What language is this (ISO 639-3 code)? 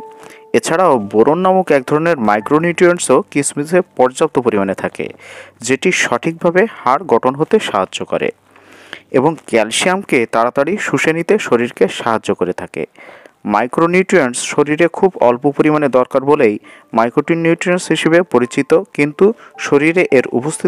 ben